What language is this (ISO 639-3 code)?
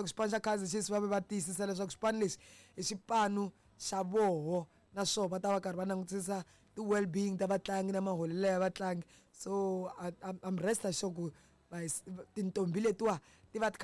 tso